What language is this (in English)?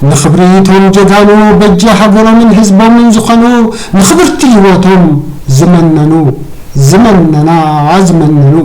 Tigrinya